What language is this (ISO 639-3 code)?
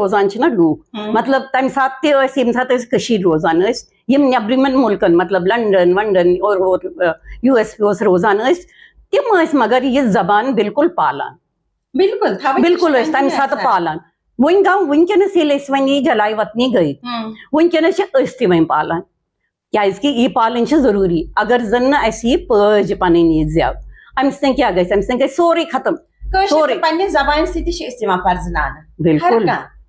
kas